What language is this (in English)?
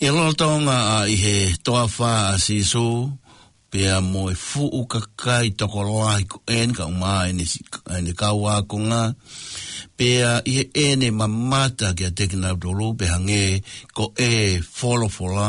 Tongan